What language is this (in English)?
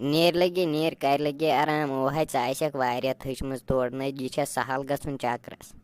Kashmiri